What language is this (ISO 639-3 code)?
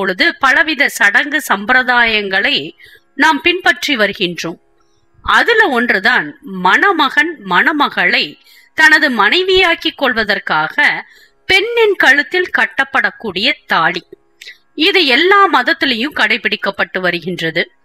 tam